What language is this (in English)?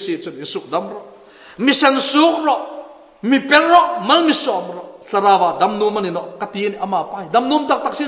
Hmar